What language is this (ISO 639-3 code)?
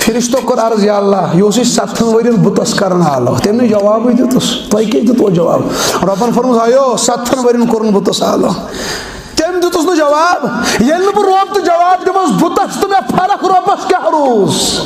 kas